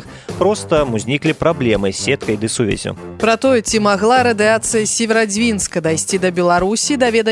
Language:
Belarusian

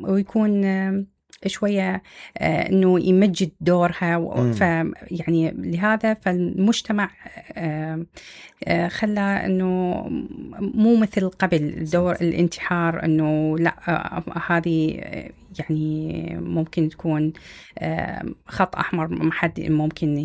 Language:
Mesopotamian Arabic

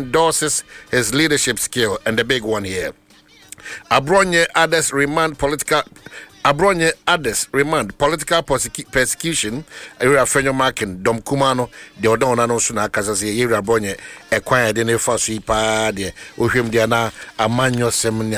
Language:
Akan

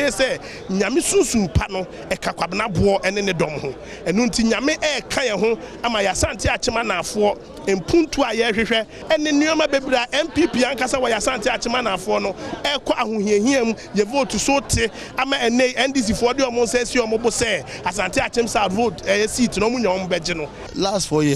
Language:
Akan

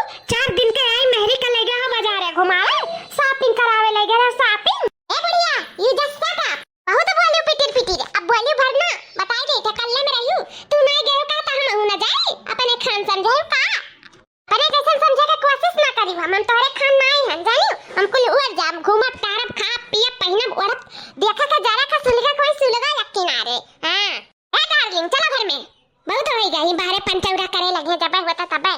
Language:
Awadhi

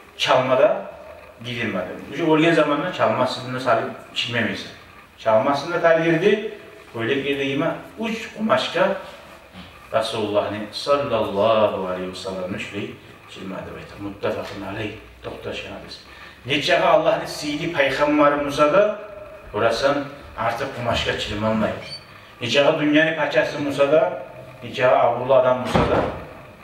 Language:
Kumyk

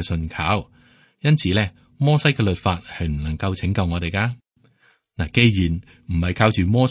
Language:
Cantonese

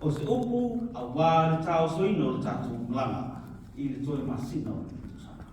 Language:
Samoan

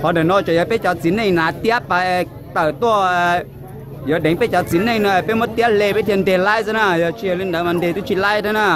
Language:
Hmong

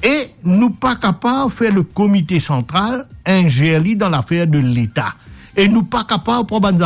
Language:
Morisyen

